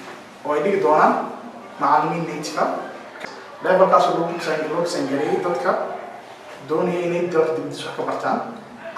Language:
Somali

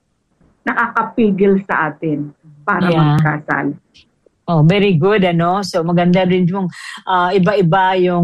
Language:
Filipino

